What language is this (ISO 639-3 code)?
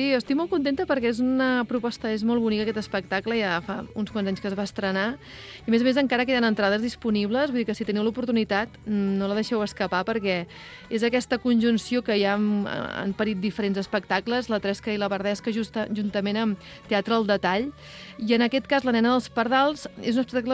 cat